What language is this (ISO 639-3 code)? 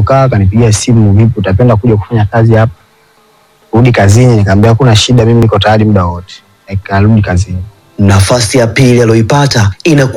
swa